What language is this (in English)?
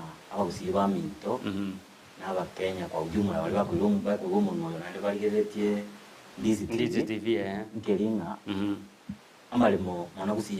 Gusii